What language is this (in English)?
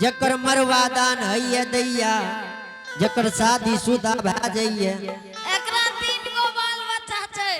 Angika